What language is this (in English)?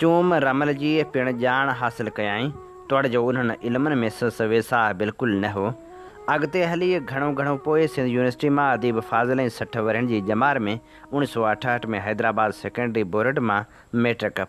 Sindhi